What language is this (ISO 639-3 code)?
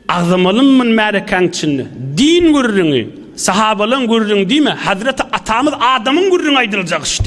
tuk